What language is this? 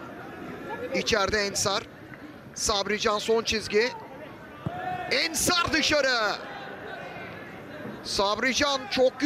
Turkish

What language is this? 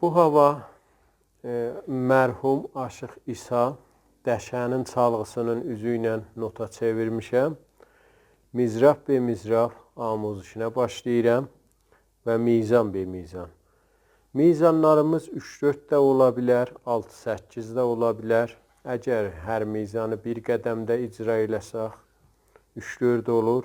South Azerbaijani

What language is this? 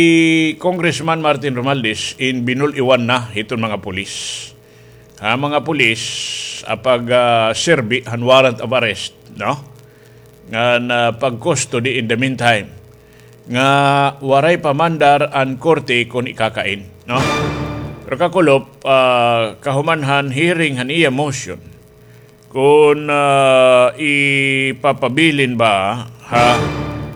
Waray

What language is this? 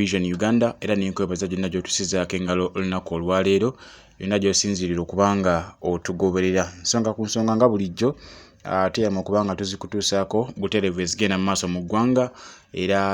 Ganda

